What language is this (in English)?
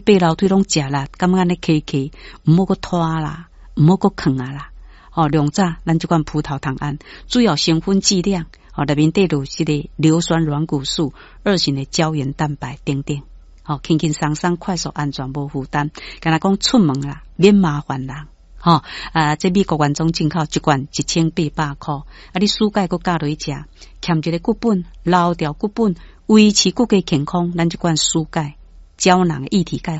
Min Nan Chinese